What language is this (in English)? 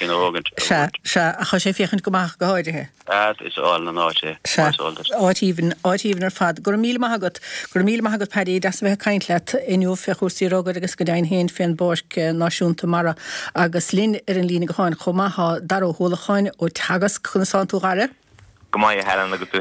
Irish